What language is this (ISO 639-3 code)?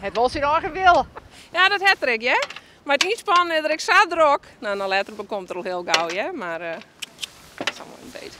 fry